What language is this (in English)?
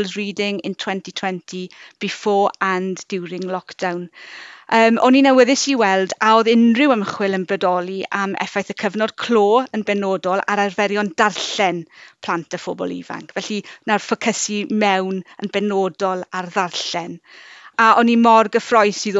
Welsh